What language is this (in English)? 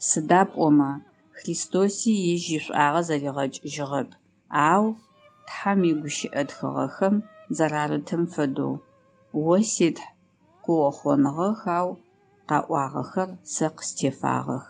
Adyghe